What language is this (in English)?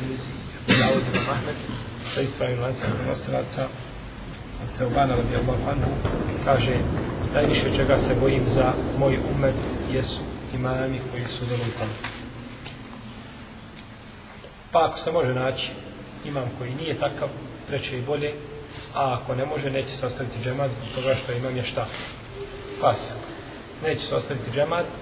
Bosnian